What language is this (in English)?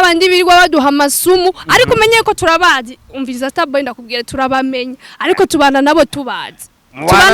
Rundi